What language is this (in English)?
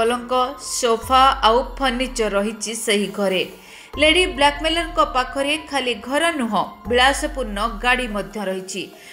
Odia